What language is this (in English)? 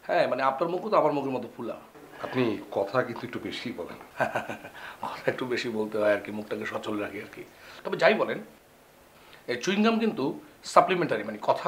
Bangla